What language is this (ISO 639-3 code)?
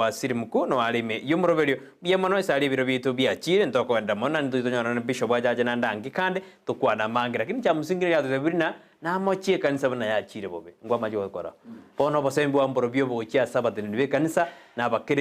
guz